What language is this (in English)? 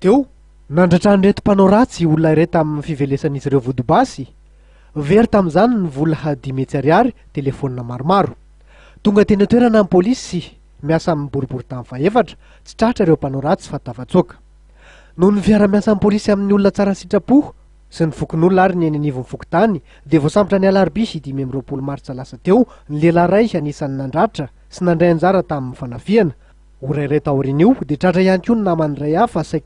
Malagasy